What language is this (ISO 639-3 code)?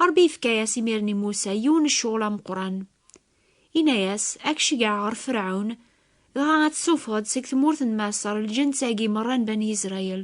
kab